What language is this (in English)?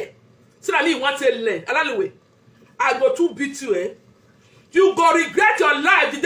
Nigerian Pidgin